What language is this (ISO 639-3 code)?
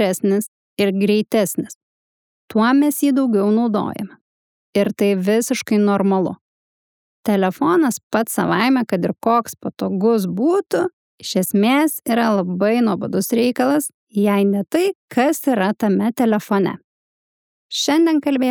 lit